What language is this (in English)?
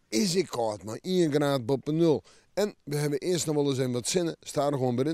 Western Frisian